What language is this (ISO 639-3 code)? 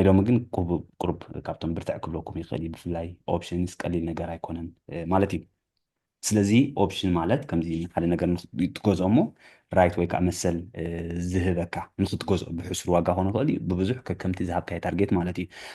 tir